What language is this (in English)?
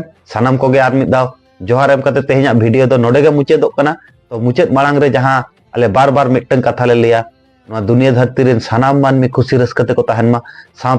Santali